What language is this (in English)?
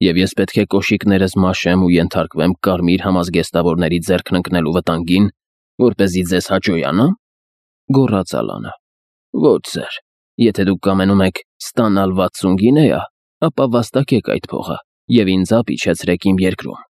Armenian